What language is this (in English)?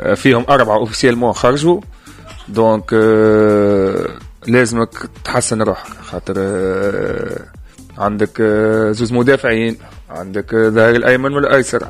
Tunisian Arabic